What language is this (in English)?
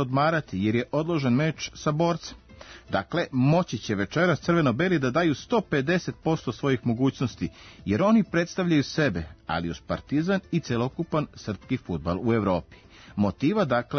Serbian